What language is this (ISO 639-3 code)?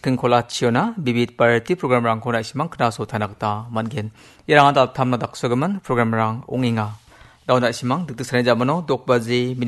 grt